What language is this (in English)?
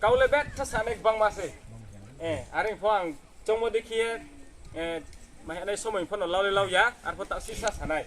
Riang (India)